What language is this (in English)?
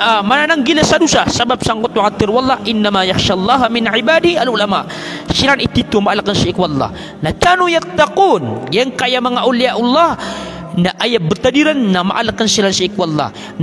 Maranao